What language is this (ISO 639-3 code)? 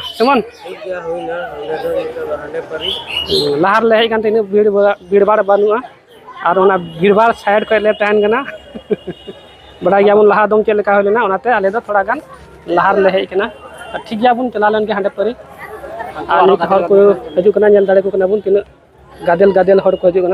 sat